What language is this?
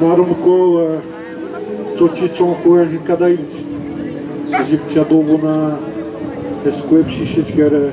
Atikamekw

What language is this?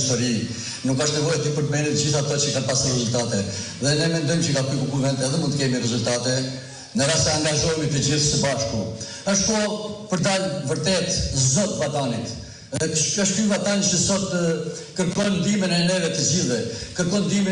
Albanian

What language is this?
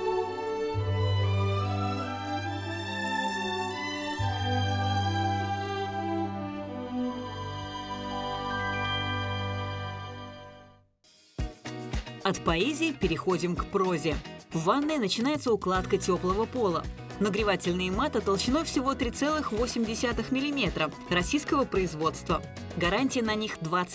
Russian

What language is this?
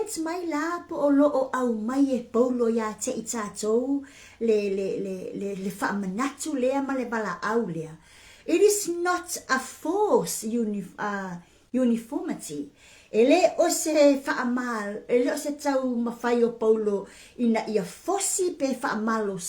Samoan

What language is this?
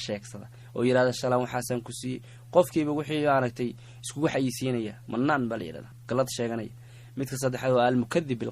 Somali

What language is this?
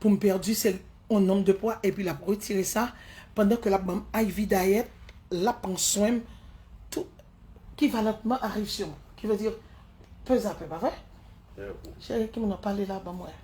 Haitian Creole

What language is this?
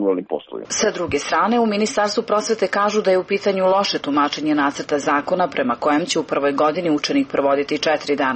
Serbian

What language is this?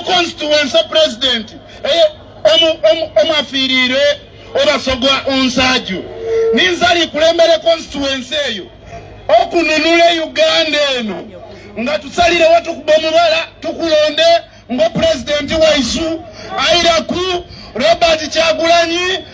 Ganda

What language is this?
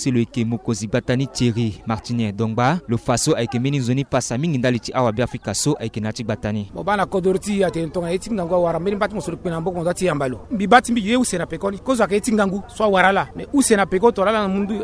Sango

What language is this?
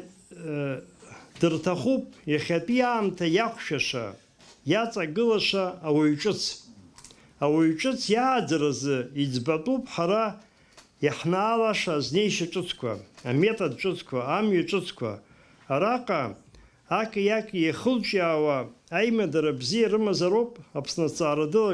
Abkhazian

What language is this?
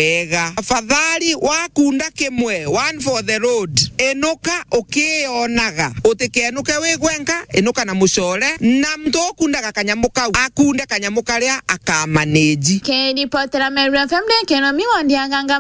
Meru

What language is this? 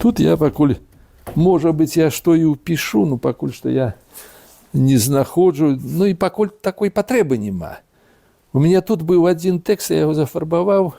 Belarusian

